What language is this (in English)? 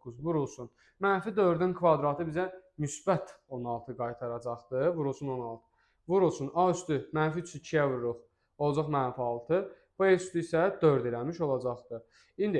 Azerbaijani